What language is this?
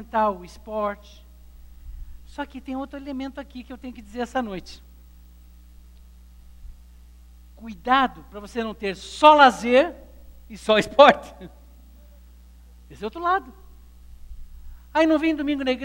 Portuguese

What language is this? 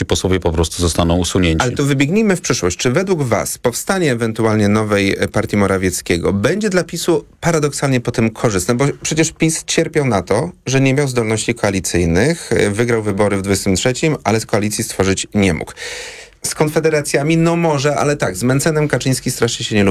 Polish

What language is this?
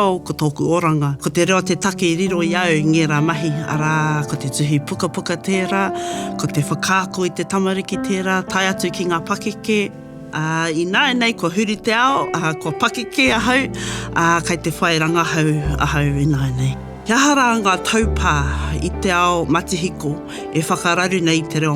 Māori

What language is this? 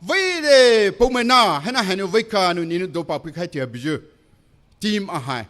Poumei Naga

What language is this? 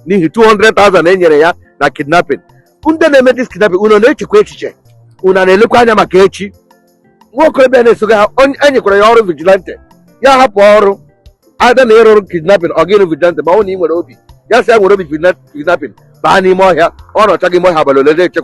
Igbo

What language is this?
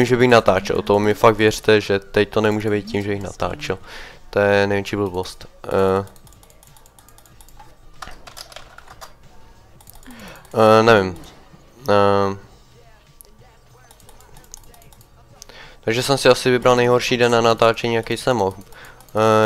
Czech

